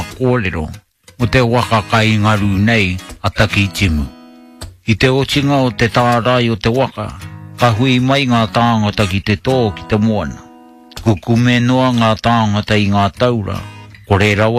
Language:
Māori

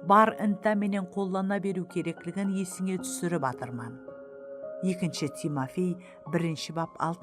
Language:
Kara-Kalpak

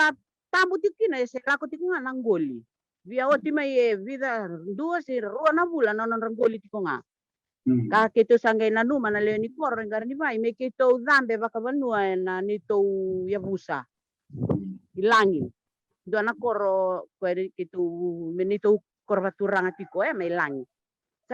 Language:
Fijian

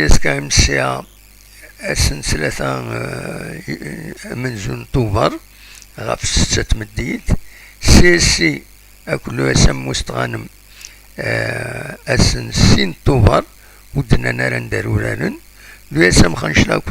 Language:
Kabyle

